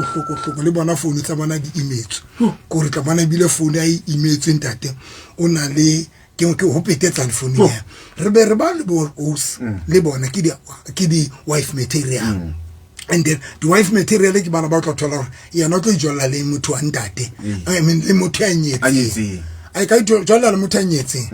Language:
Southern Sotho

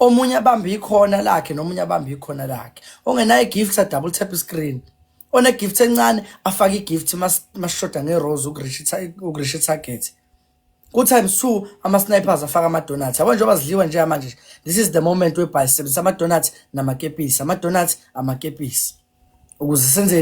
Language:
Zulu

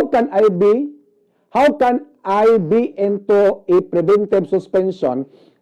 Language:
Cebuano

